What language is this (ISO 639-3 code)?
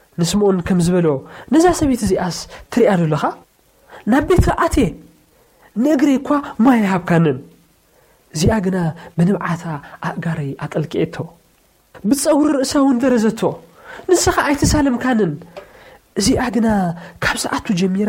tir